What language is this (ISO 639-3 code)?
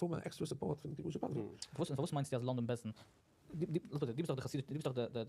yid